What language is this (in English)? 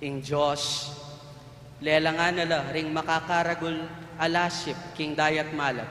Pampanga